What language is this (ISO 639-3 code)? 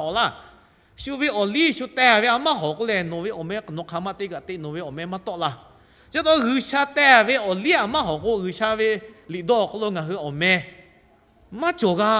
lhu